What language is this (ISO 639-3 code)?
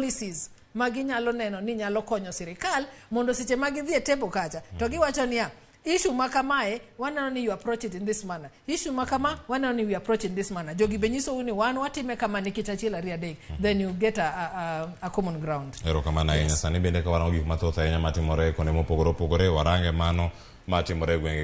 luo